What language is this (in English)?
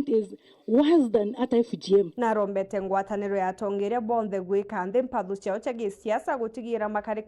Meru